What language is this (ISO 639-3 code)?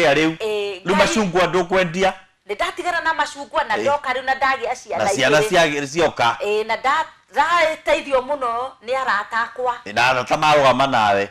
kik